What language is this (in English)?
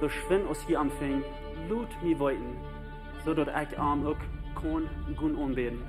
Plautdietsch